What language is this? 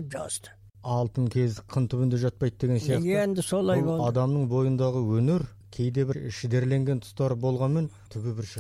Kazakh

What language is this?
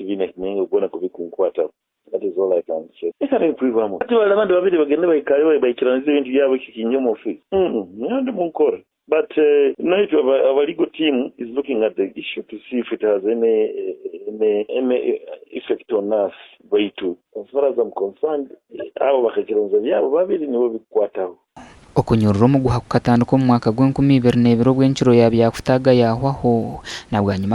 Nyankole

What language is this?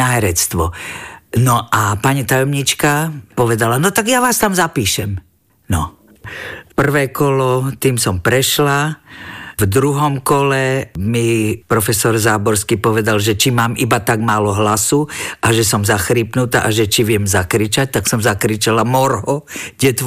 Slovak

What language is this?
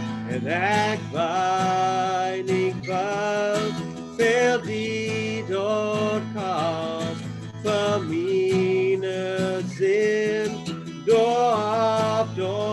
Plautdietsch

